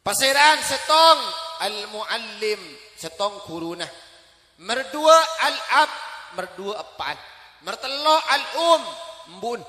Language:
Madurese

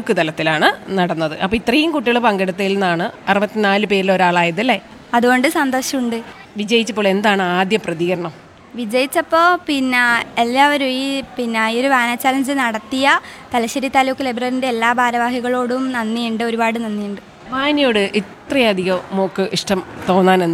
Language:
Malayalam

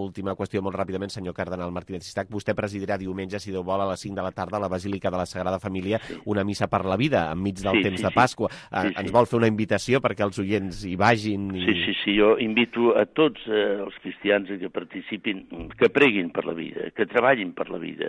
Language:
Catalan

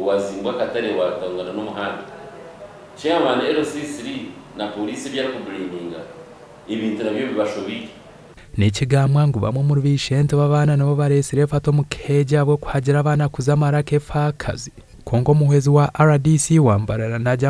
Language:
Nyankole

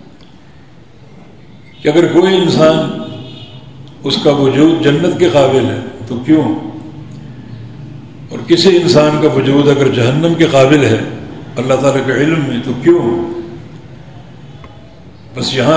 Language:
Urdu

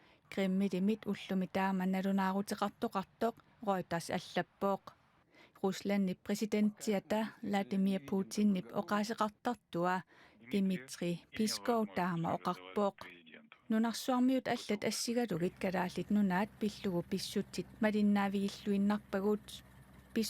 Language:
Kalaallisut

